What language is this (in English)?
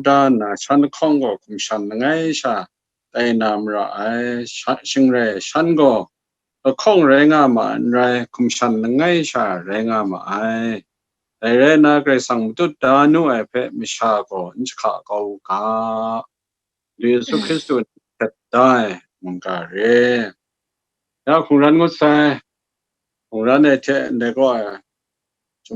Kachin